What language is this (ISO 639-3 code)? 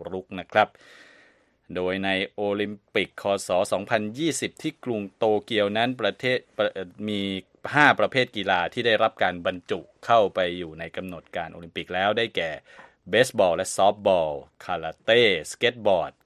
tha